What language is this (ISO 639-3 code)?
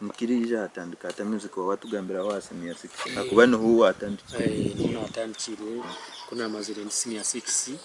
nyn